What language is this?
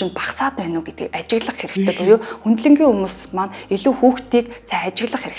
Mongolian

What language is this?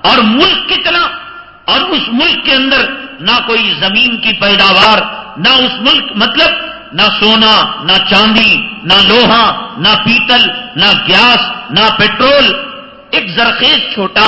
Urdu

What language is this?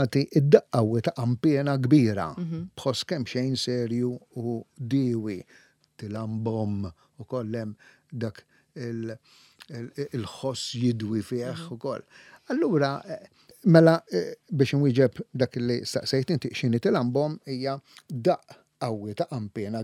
Maltese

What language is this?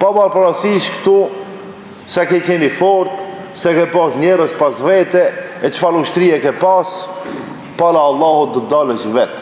Albanian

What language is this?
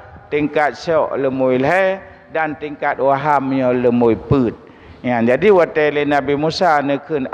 Achinese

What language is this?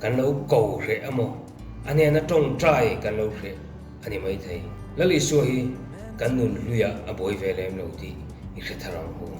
Mizo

